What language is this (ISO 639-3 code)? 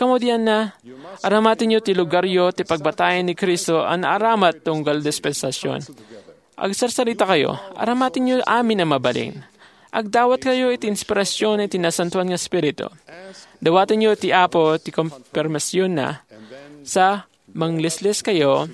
ilo